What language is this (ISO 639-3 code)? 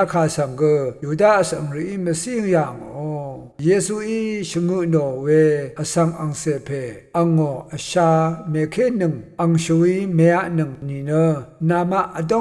raw